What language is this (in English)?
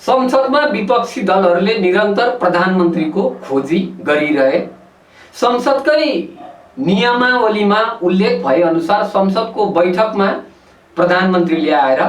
Nepali